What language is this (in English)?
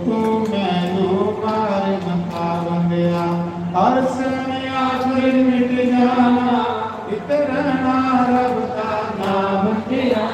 Dogri